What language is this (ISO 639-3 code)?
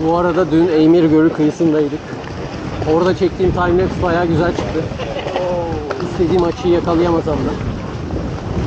tur